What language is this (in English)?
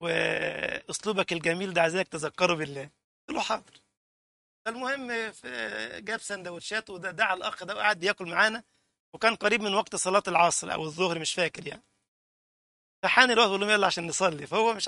Egyptian Arabic